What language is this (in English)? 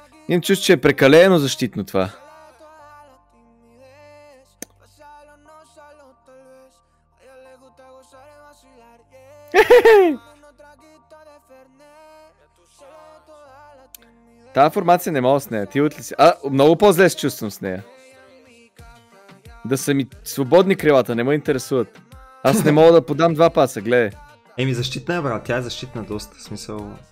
Bulgarian